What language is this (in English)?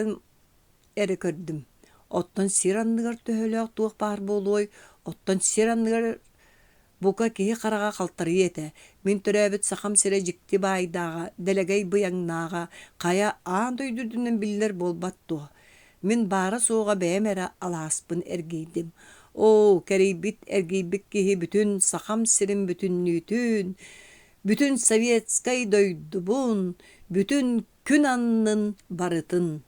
Yakut